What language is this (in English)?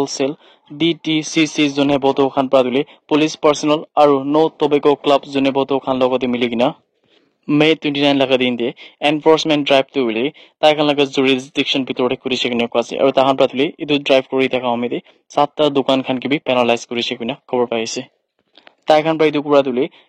Naga Pidgin